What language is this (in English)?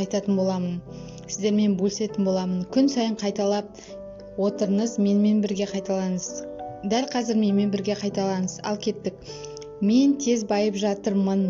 Kazakh